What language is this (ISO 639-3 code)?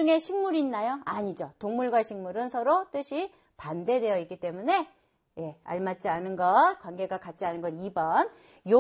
kor